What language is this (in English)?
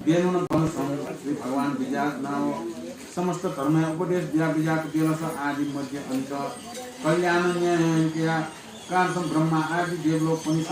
Newari